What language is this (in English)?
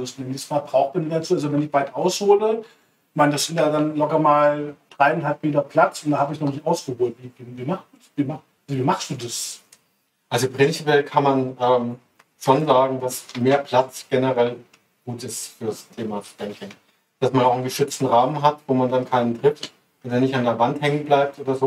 German